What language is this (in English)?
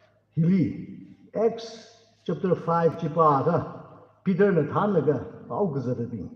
Tangkhul Naga (India)